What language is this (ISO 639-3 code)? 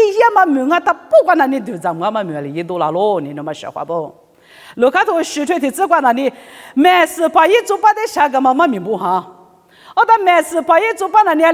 lis